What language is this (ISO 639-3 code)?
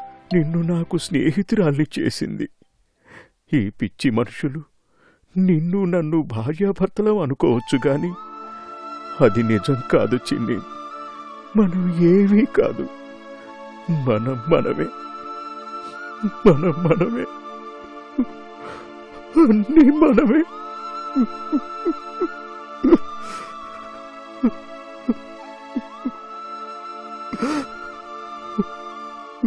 tel